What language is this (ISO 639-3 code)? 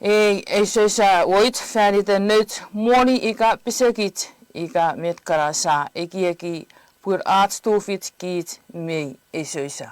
chk